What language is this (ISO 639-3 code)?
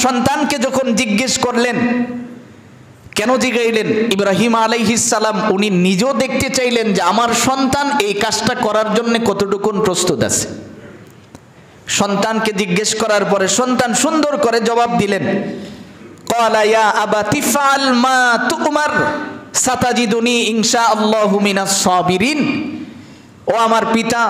ben